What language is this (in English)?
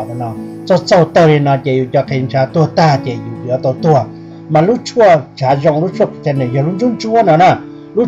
Hmong